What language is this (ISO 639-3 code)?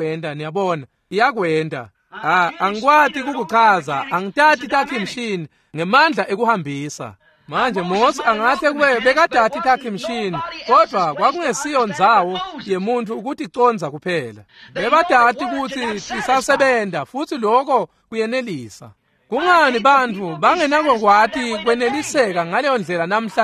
ssw